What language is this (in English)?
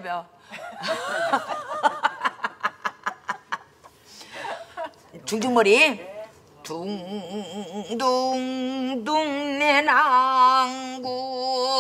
Korean